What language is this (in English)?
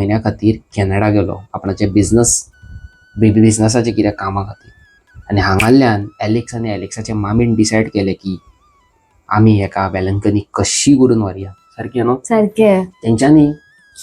Konkani